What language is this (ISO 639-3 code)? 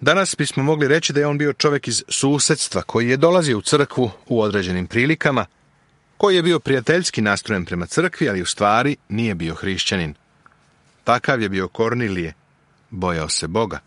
srp